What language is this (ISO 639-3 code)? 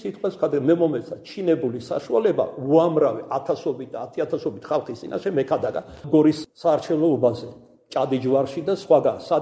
kat